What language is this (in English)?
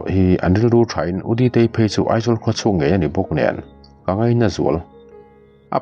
Mizo